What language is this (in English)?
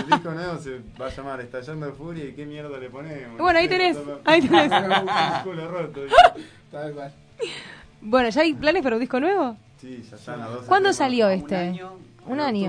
Spanish